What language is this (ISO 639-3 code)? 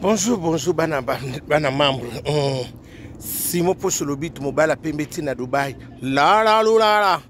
lin